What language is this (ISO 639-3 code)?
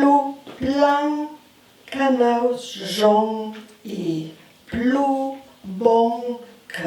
lld